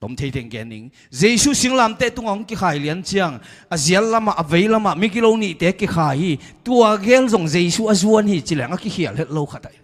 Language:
Tedim Chin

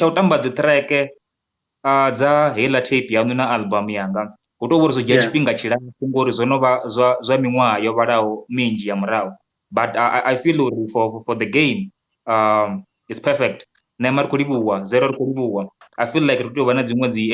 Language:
Venda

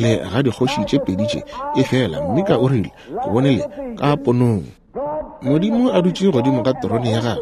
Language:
Northern Sotho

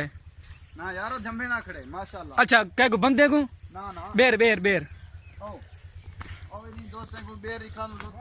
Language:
Saraiki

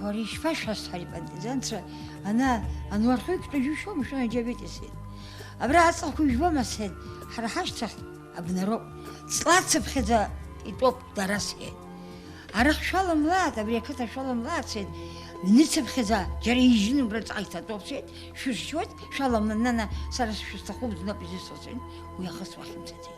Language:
Abkhazian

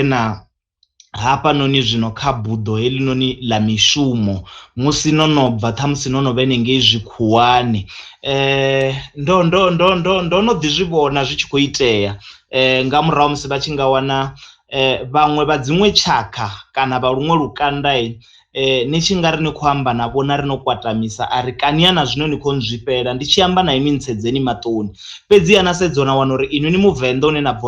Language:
Venda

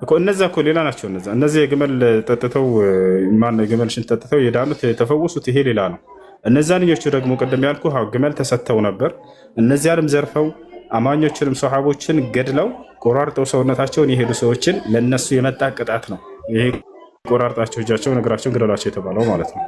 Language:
Amharic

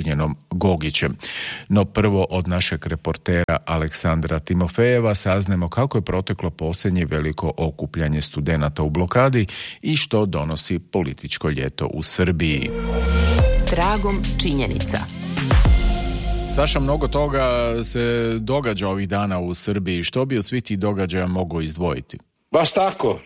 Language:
Serbian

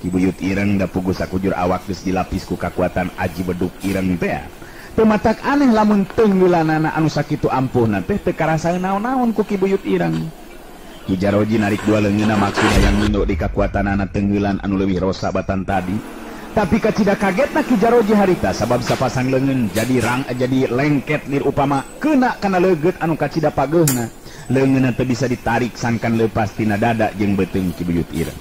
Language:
Sundanese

